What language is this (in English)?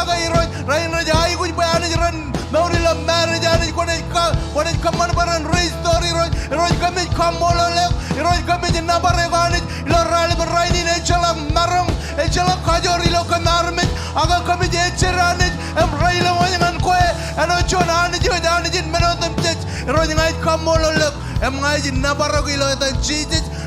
Marshallese